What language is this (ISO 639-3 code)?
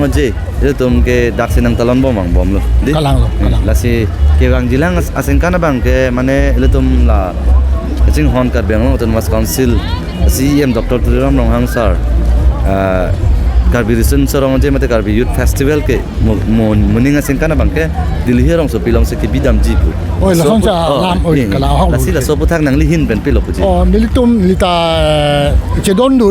mjw